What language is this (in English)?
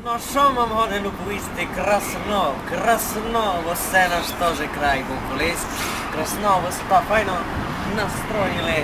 Rusyn